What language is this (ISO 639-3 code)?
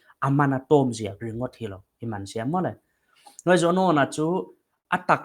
pck